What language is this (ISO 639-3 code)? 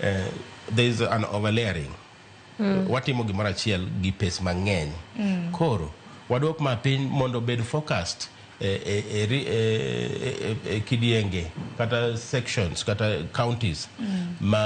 luo